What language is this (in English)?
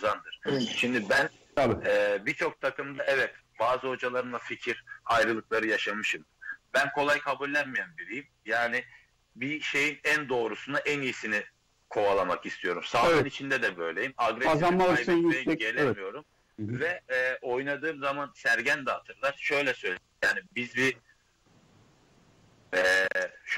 Turkish